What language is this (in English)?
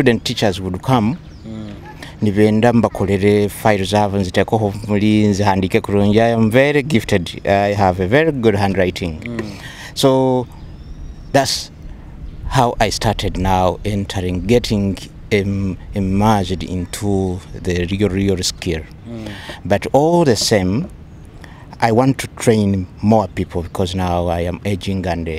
Nyoro